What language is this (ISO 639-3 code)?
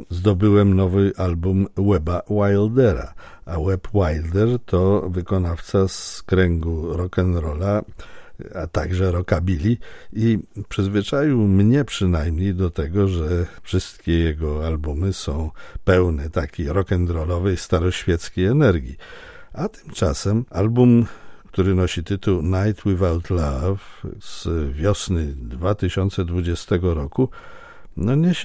pol